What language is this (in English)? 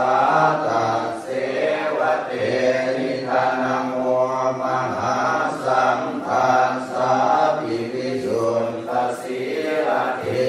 Pali